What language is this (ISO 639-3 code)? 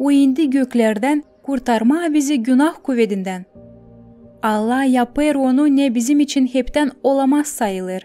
gag